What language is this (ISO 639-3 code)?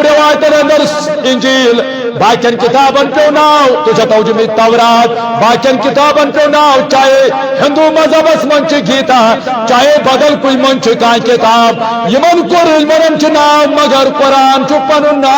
kas